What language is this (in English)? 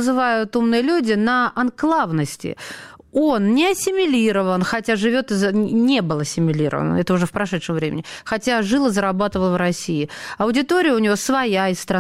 Russian